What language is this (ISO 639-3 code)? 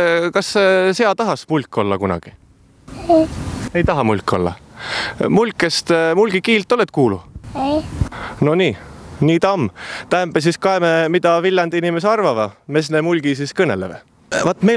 est